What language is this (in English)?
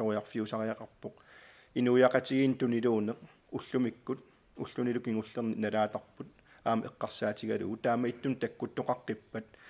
Kalaallisut